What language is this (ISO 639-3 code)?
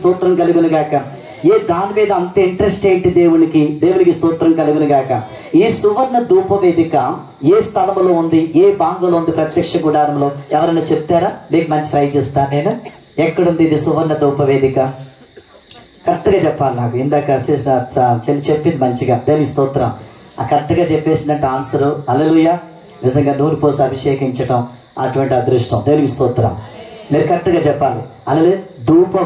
tel